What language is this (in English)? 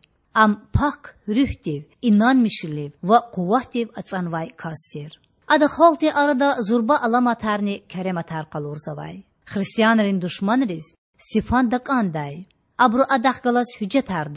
Lezghian